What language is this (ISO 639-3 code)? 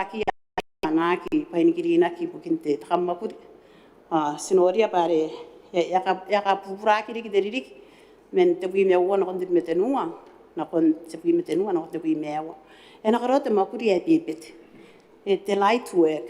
gil